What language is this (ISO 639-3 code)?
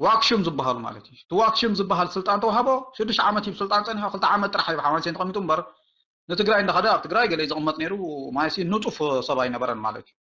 tir